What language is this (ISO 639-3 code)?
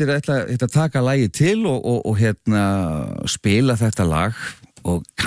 isl